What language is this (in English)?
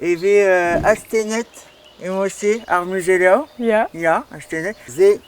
Breton